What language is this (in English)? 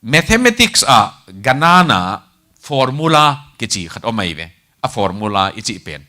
Tedim Chin